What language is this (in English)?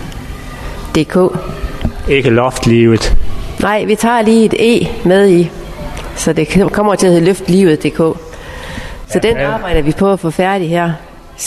Danish